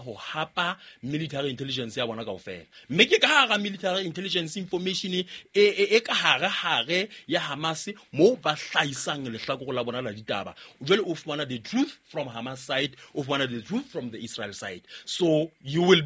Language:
Southern Sotho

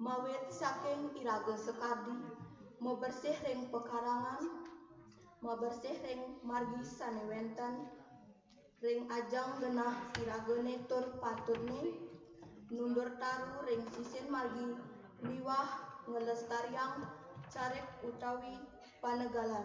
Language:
Balinese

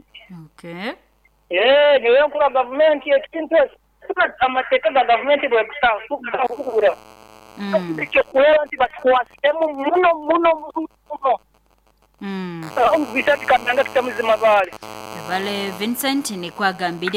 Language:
Nyoro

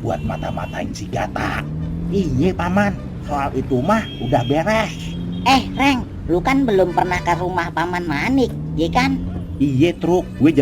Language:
Betawi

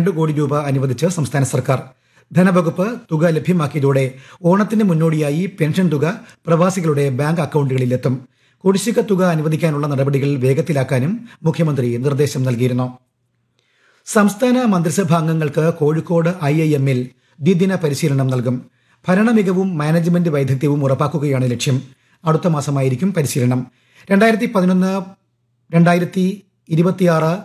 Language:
Malayalam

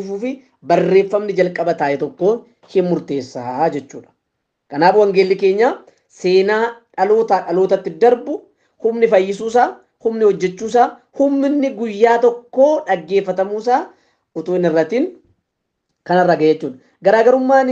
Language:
Oromo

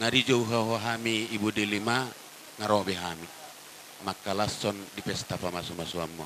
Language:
Batak Toba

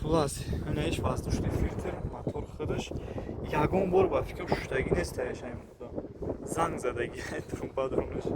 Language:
Tajik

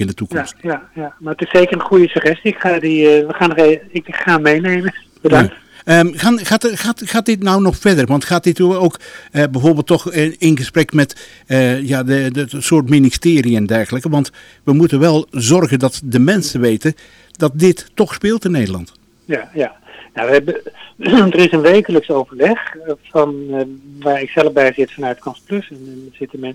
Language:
Dutch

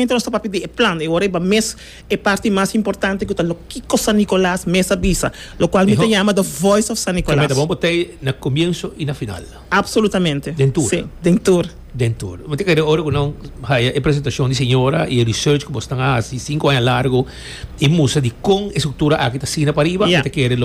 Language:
Papiamento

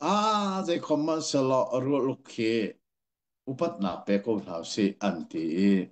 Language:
Hakha Chin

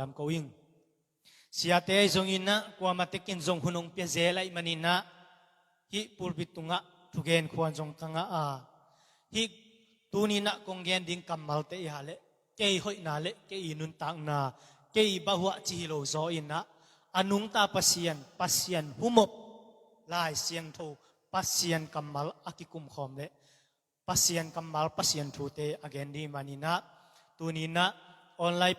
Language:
Tedim Chin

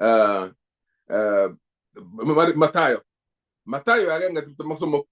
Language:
Kalenjin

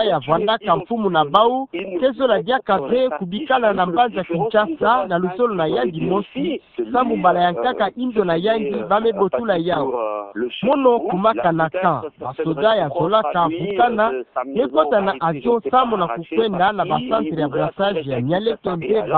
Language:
Kituba (Democratic Republic of Congo)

